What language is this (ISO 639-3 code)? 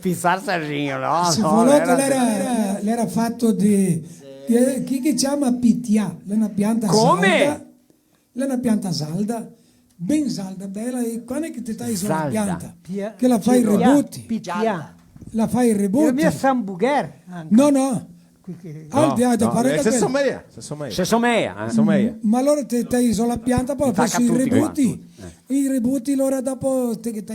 vec